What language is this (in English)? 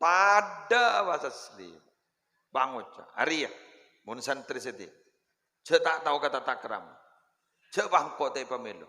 Madurese